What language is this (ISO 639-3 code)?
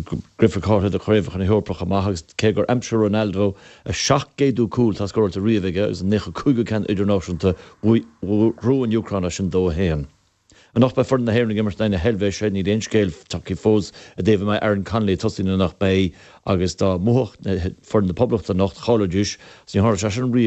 gle